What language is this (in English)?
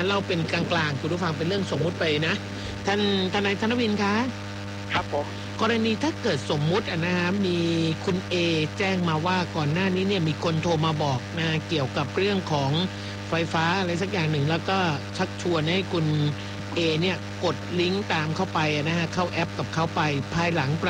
Thai